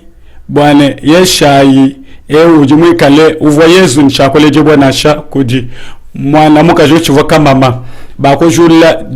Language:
Luba-Lulua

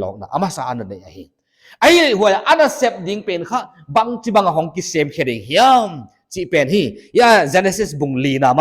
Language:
Paite Chin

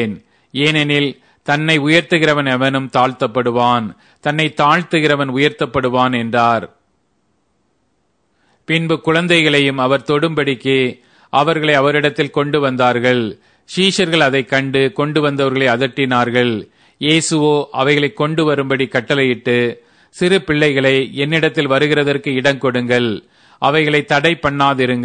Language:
Tamil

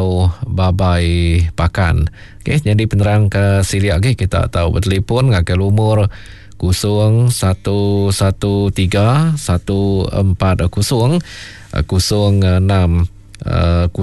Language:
Iban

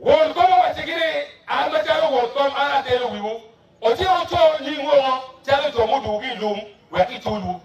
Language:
Acoli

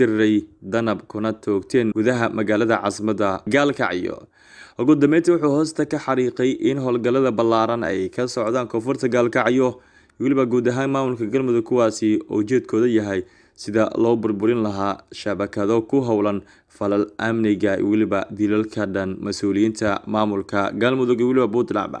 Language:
Somali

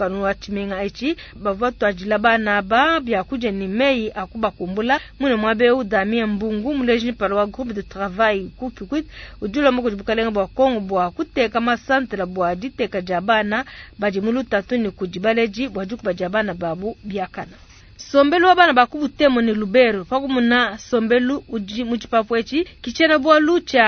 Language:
Luba-Lulua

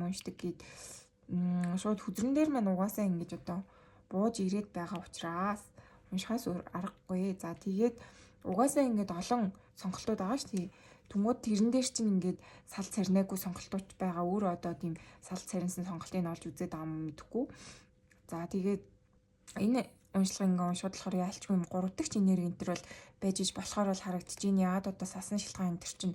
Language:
Mongolian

